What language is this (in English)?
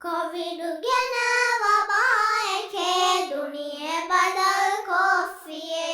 Divehi